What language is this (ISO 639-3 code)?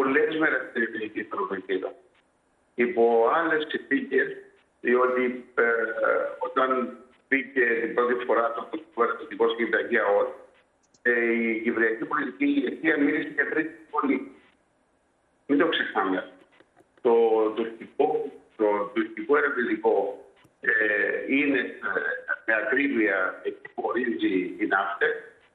ell